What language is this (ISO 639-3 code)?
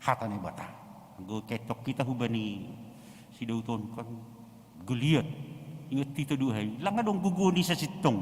bts